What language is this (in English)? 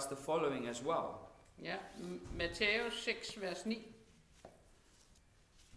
Danish